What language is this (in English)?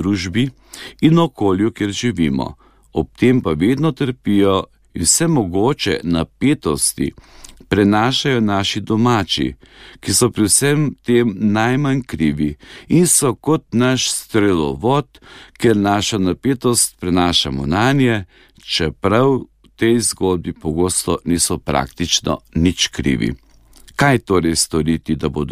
Slovenian